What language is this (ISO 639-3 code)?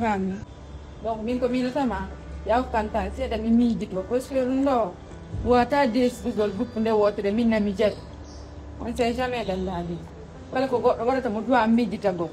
ful